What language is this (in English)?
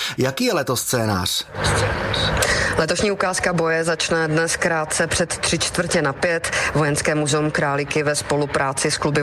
Czech